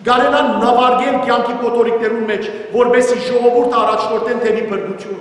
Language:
Western Armenian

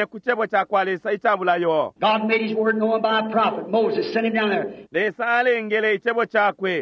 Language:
Bemba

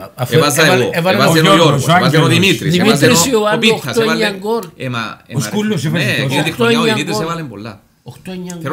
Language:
Greek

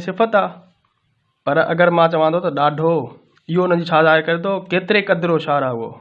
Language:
Sindhi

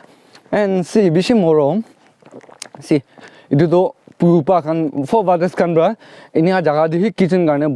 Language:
Naga Pidgin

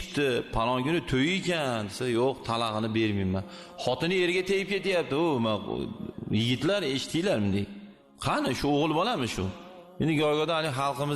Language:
Uzbek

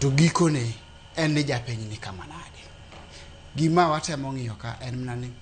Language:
Luo (Kenya and Tanzania)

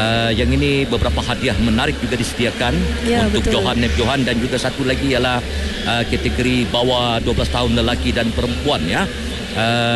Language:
Malay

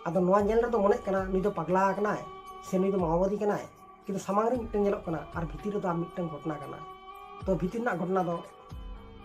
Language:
Santali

